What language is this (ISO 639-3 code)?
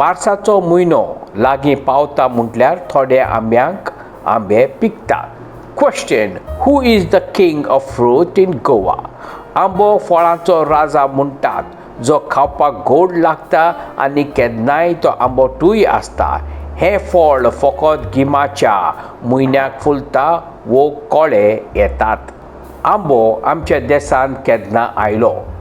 kok